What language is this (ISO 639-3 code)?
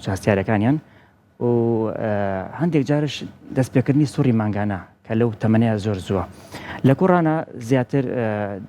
ckb